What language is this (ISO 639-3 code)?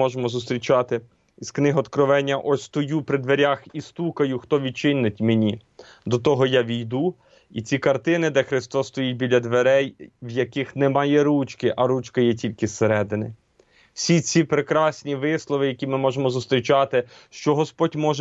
ukr